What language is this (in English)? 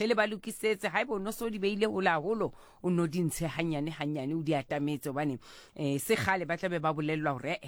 Southern Sotho